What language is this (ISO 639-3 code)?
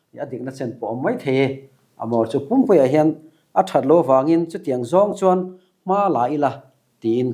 lus